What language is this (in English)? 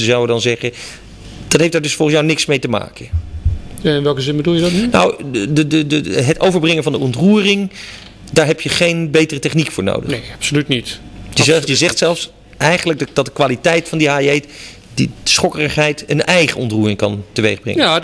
Dutch